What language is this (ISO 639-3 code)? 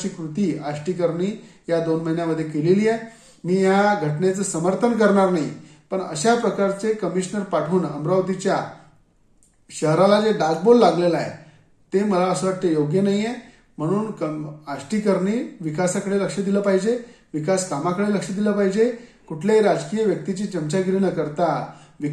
mar